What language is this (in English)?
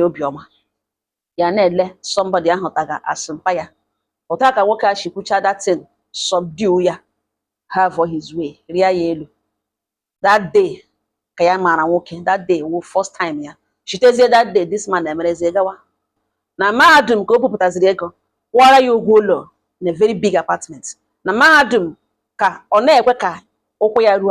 Igbo